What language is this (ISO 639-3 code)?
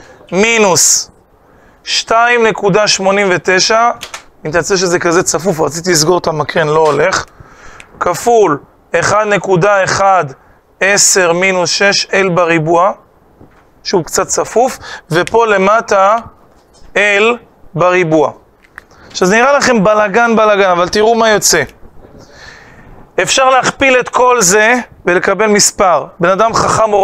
heb